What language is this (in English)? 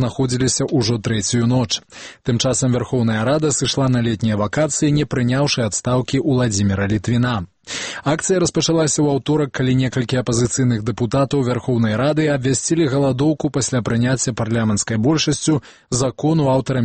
Belarusian